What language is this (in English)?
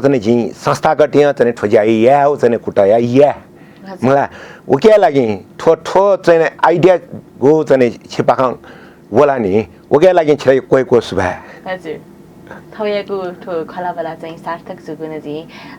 Newari